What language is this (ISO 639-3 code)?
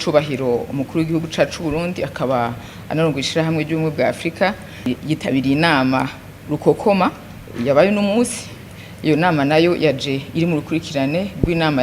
run